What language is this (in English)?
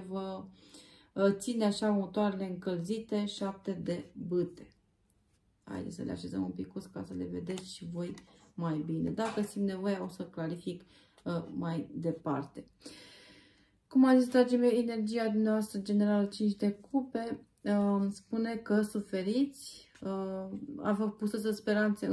Romanian